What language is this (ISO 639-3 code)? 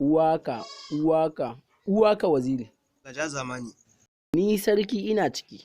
hau